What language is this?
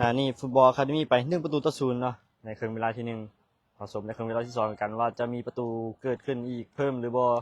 Lao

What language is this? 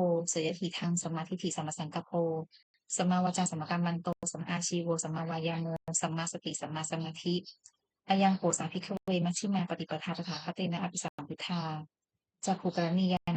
Pali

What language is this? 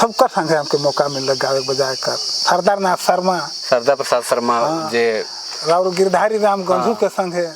Sadri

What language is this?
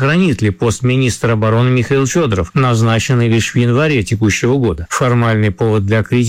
Russian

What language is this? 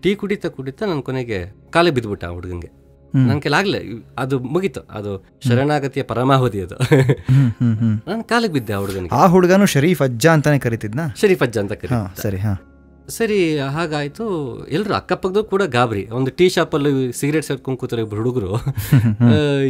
Kannada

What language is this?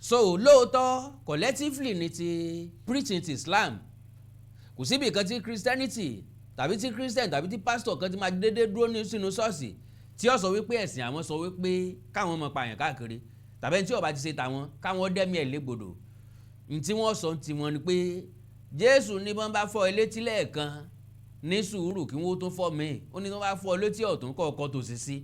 Yoruba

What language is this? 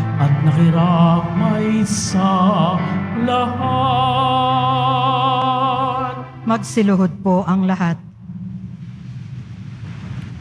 Filipino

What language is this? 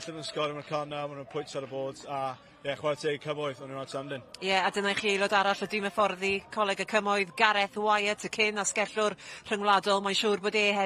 Welsh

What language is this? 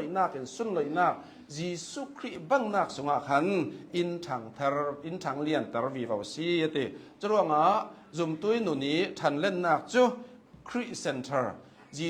Hakha Chin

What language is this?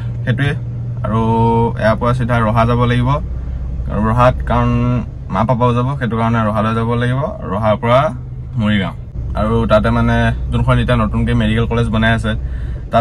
Assamese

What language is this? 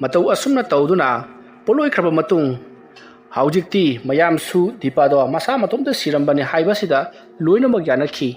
Manipuri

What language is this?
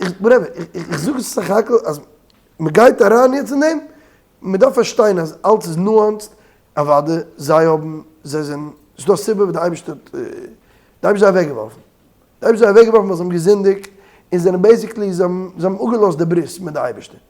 Yiddish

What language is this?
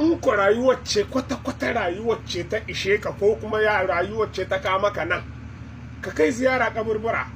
Hausa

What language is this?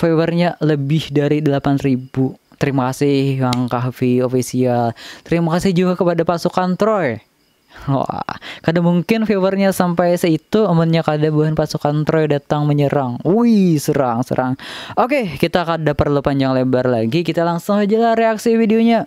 Banjar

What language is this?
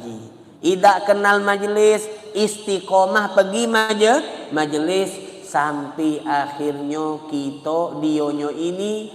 Musi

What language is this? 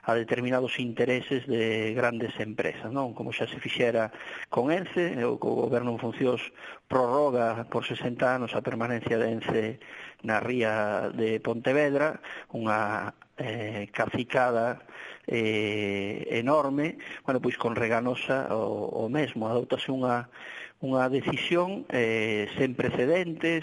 Galician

